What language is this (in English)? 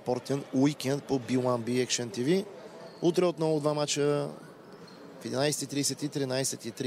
Bulgarian